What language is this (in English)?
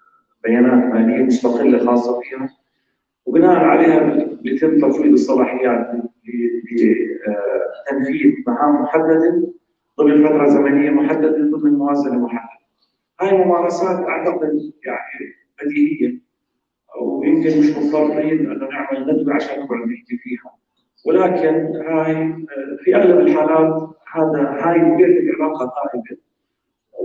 North Levantine Arabic